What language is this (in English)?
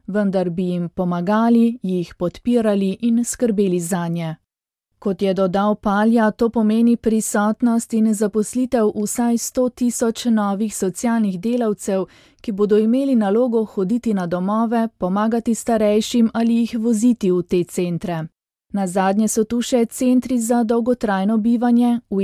Slovenian